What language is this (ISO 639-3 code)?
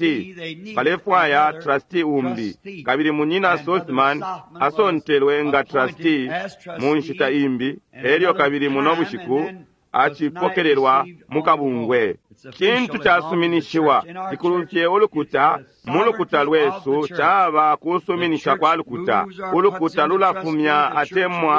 bem